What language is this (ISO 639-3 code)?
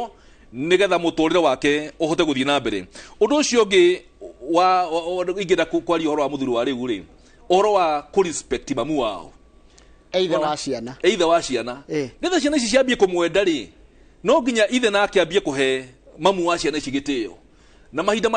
kik